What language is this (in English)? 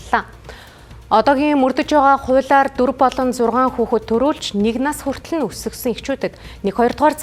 Mongolian